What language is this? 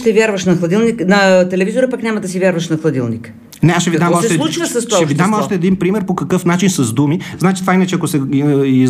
Bulgarian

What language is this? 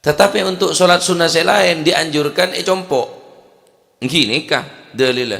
Madurese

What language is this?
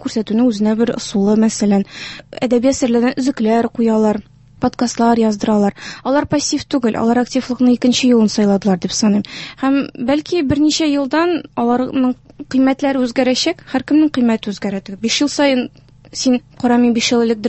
Tatar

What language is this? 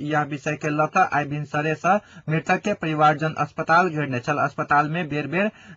Maithili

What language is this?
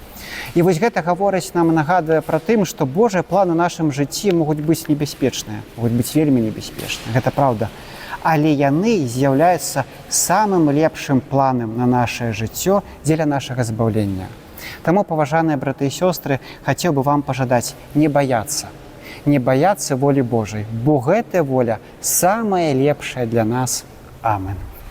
Belarusian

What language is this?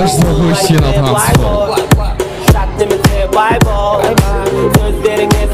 Kara-Kalpak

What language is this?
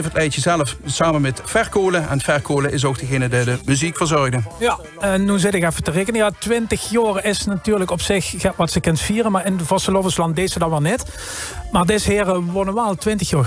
Limburgish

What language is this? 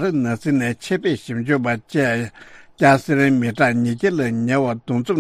Tibetan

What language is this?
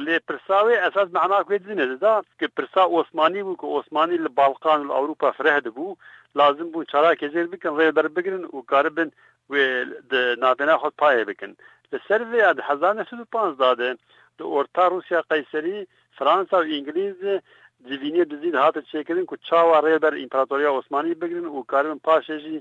Kurdish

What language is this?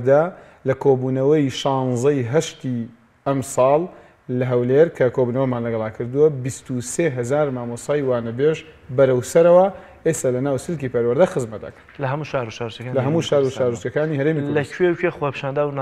Central Kurdish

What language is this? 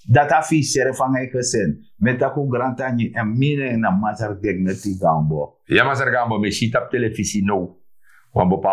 Sranan Tongo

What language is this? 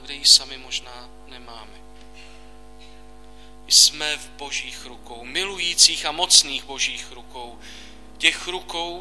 Czech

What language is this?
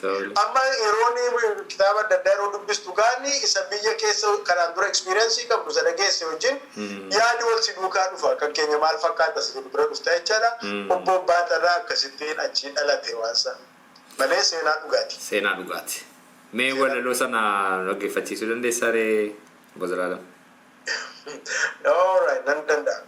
Oromo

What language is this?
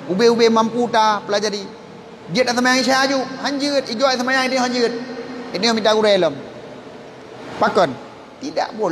Achinese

